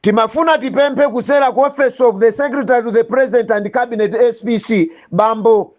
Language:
Nyanja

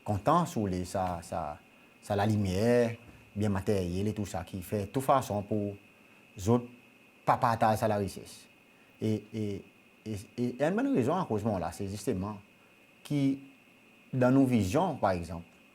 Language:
Seselwa Creole French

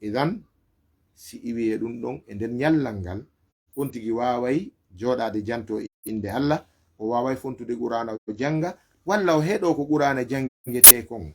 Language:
Fula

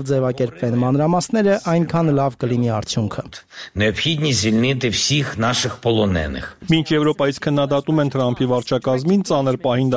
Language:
Armenian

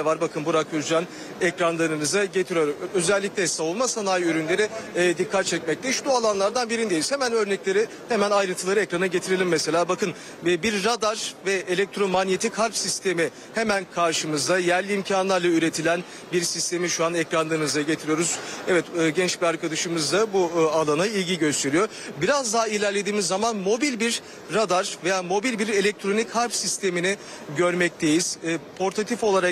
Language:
Turkish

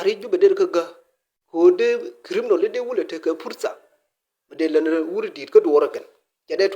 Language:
Nuer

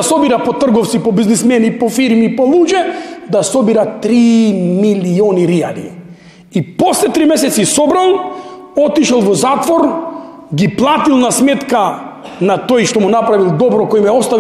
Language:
Macedonian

